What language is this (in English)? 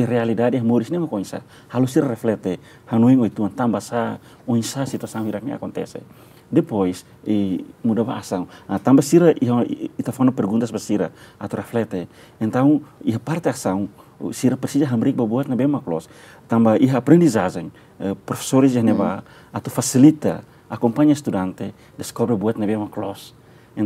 Tetum